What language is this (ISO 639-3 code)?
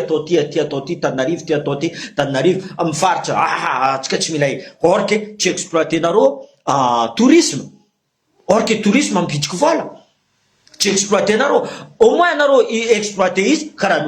mlg